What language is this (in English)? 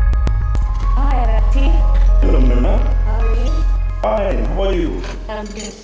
Tswana